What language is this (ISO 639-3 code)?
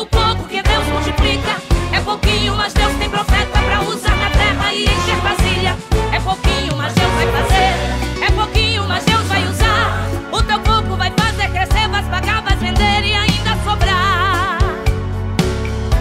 por